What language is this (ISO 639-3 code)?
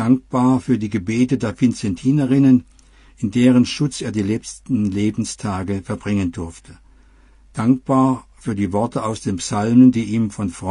deu